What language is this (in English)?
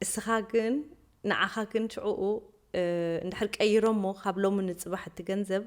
Tigrinya